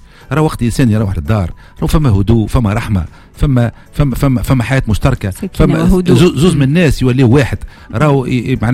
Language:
Tunisian Arabic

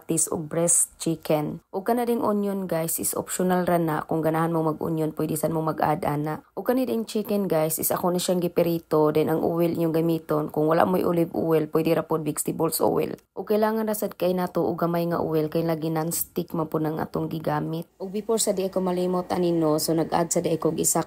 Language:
Cebuano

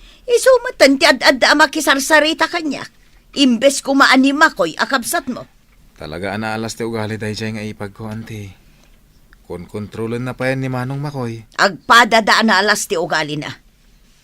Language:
Iloko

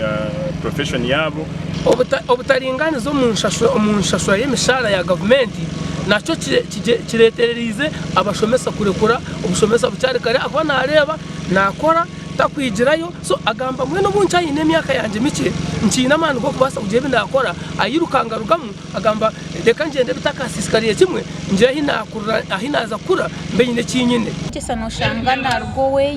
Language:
Nyankole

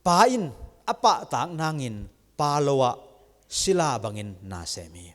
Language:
Tedim Chin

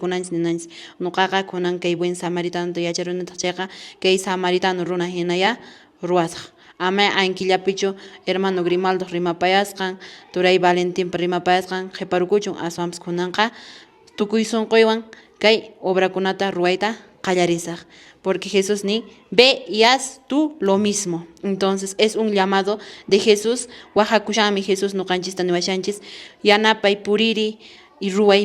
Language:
Quechua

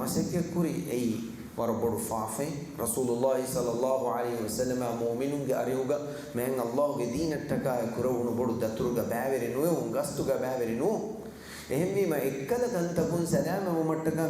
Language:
Divehi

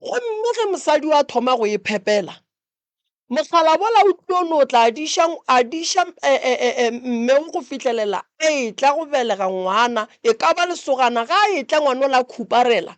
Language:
Northern Sotho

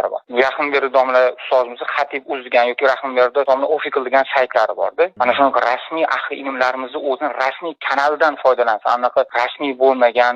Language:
Uzbek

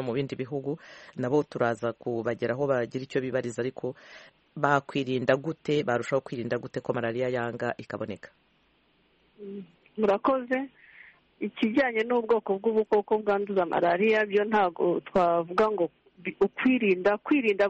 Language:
Kinyarwanda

